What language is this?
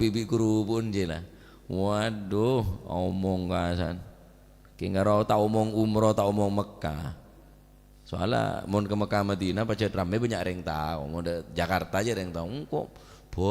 Madurese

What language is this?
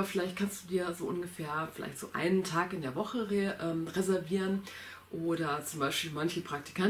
German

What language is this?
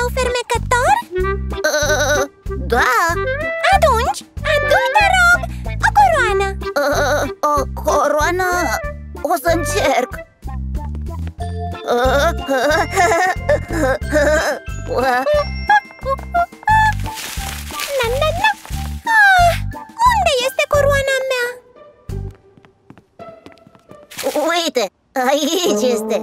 Romanian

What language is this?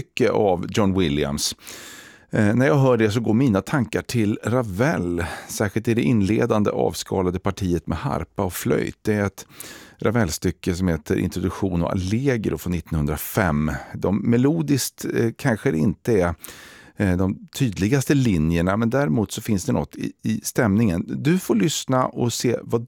Swedish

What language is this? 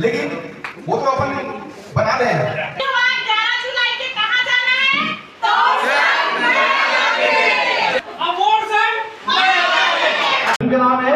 Chhattisgarhi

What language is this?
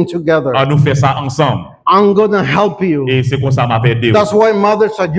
Haitian Creole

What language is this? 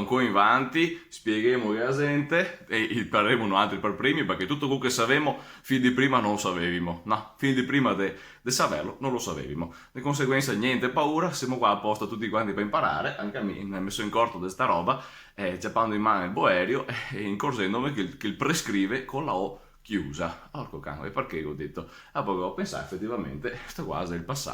Venetian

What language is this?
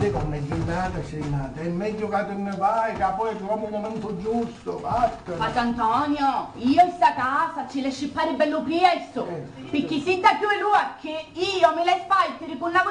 Sicilian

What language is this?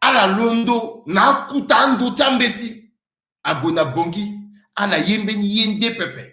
Sango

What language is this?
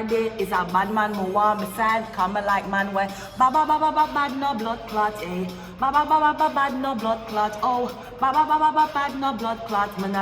Jamaican Creole English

